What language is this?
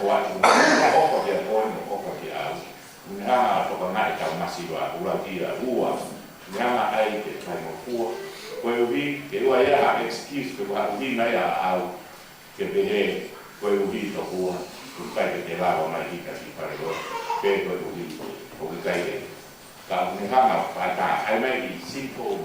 Tongan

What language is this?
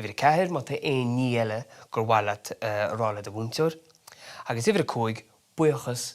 Irish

